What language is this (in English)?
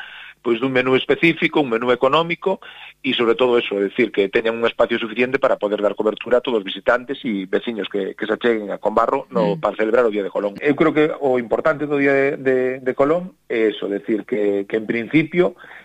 Galician